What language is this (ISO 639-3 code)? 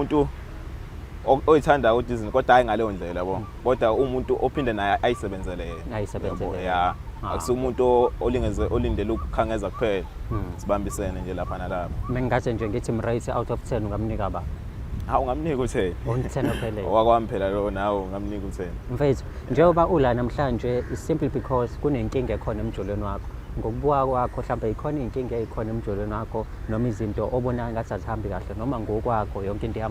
zul